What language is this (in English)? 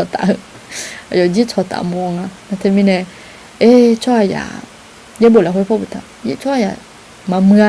Akha